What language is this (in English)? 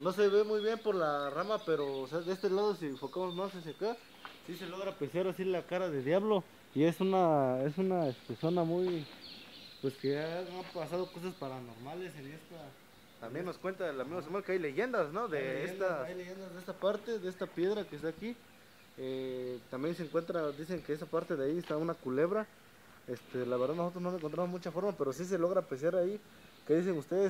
Spanish